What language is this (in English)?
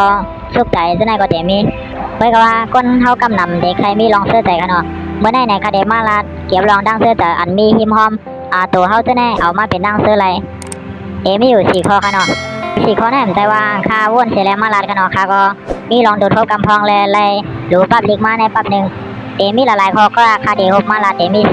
Shan